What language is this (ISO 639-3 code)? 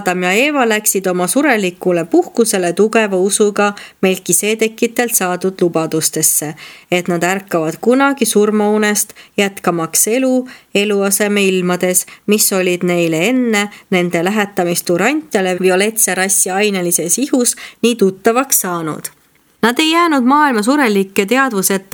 est